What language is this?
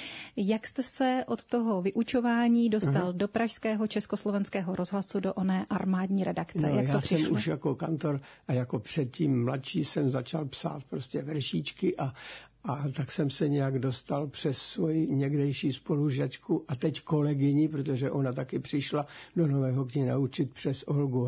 Czech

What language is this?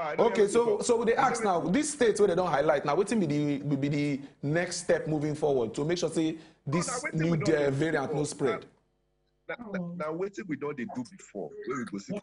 Nigerian Pidgin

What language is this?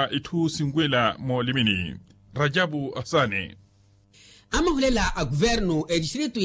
Makhuwa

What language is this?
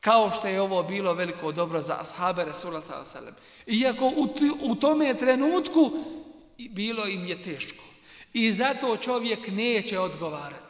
Bosnian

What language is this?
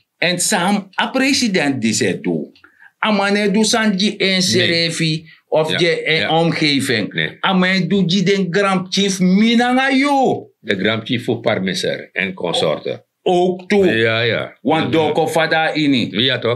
Sranan Tongo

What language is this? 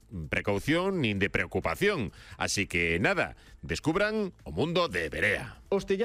Galician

